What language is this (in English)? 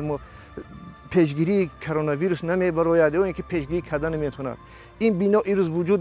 Tajik